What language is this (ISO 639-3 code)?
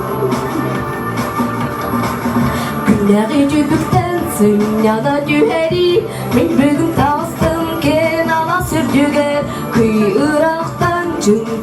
sah